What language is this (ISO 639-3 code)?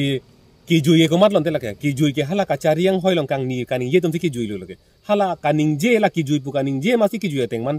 mjw